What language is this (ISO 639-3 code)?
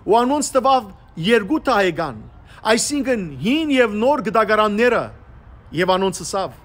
hyw